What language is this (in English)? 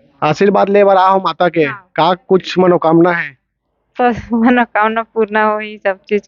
Chhattisgarhi